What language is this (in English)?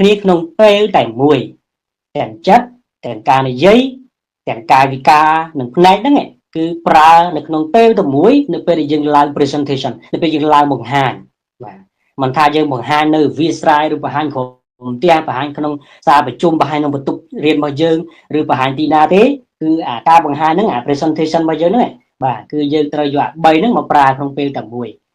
Khmer